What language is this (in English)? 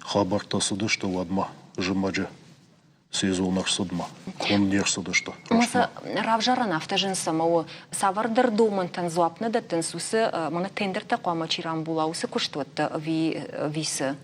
Ossetic